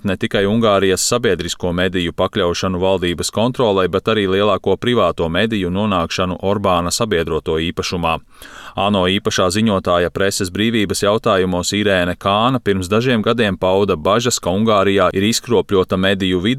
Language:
Latvian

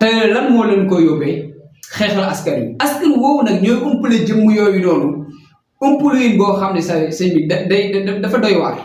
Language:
Wolof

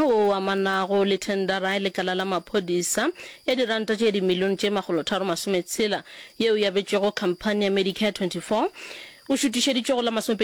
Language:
Northern Sotho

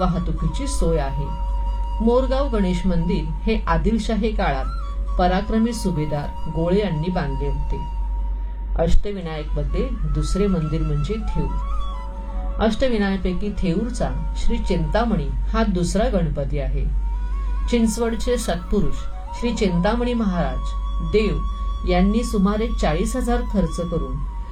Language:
Marathi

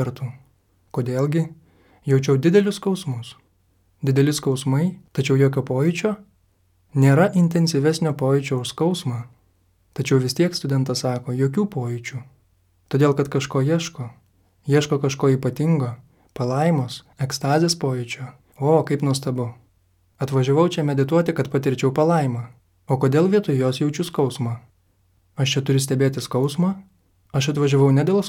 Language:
Lithuanian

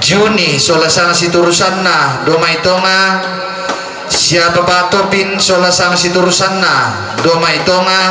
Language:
Toraja-Sa'dan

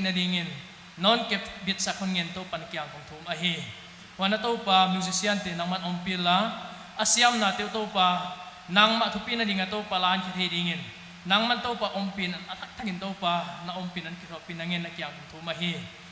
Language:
Paite Chin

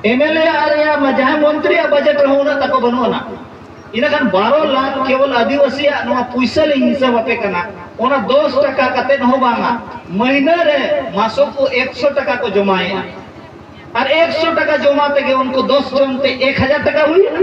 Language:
Santali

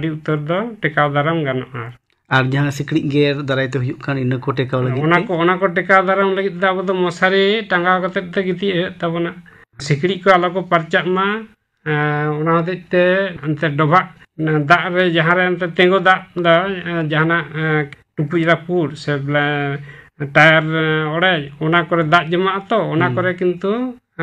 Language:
Santali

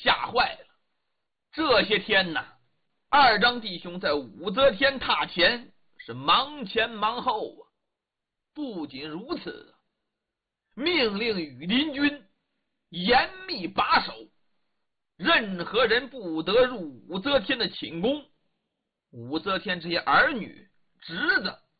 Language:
Chinese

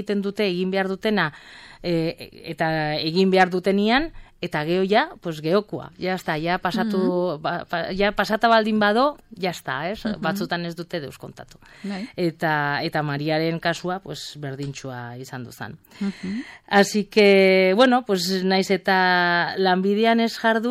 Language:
Basque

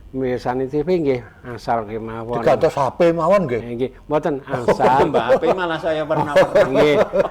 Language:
Javanese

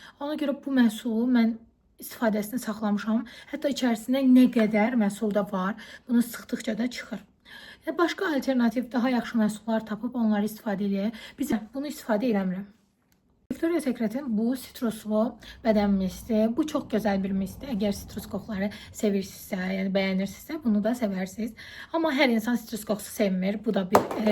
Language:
Azerbaijani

